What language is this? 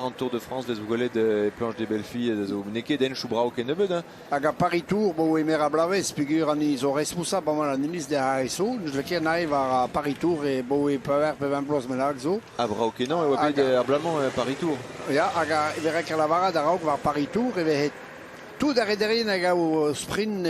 Breton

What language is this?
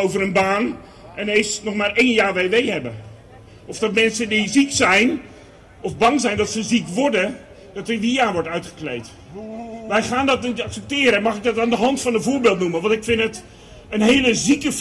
Dutch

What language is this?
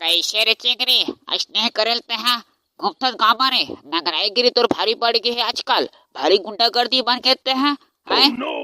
Chhattisgarhi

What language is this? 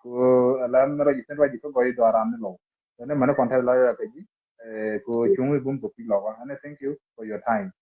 Nuer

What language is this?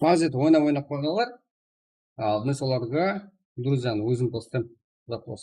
Kara-Kalpak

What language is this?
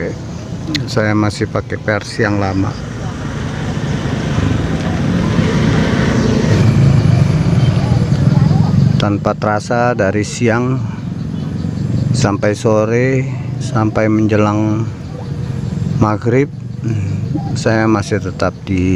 Indonesian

